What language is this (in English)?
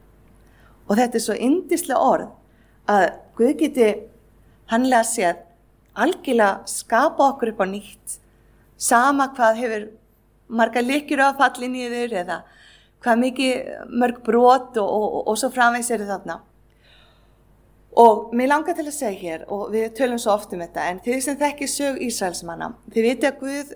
Icelandic